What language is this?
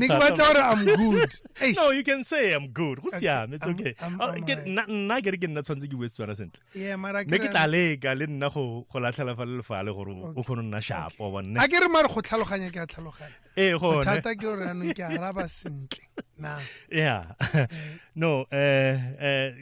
Tswana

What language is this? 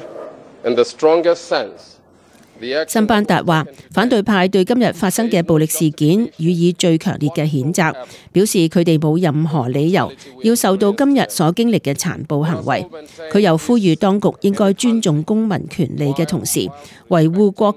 Cantonese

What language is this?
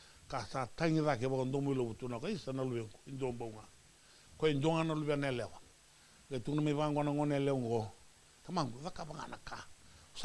Fijian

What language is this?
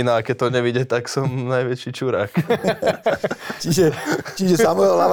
Slovak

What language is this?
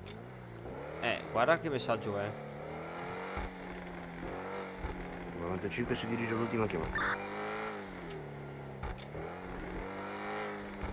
Italian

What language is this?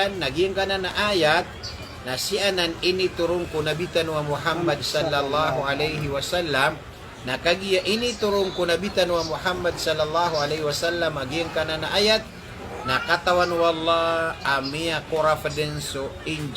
Maranao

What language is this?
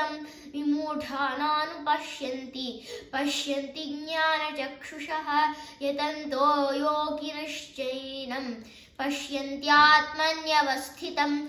Sanskrit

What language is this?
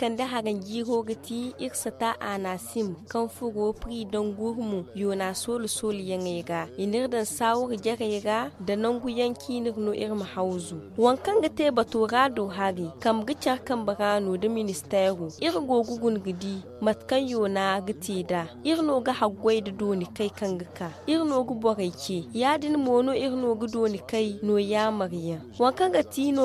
Zarma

